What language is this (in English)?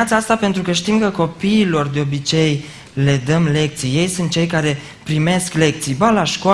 Romanian